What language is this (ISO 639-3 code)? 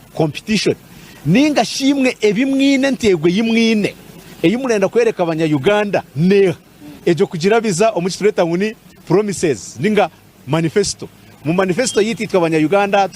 nyn